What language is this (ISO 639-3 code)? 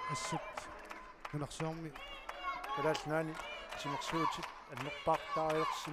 kal